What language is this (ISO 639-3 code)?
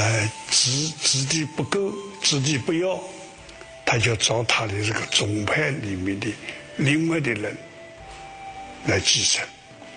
zho